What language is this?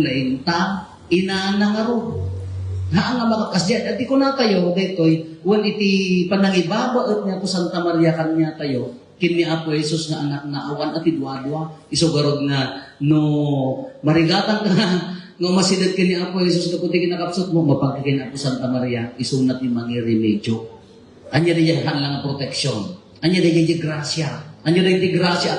Iloko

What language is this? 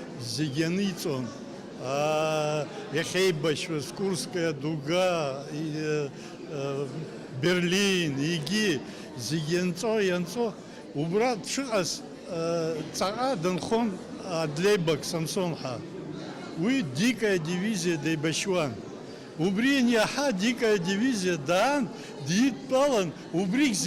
Abkhazian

